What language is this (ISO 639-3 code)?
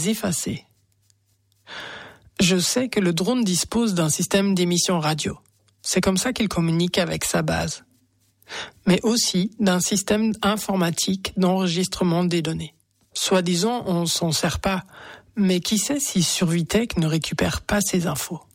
fra